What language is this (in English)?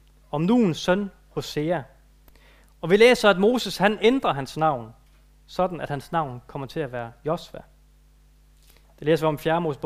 Danish